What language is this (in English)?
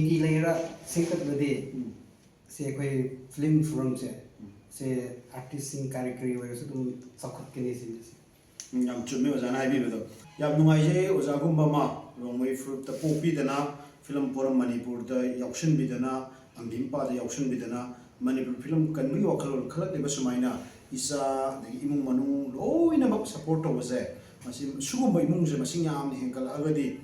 Manipuri